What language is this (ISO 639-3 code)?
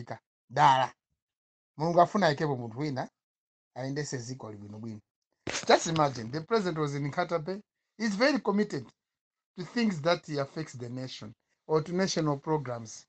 nya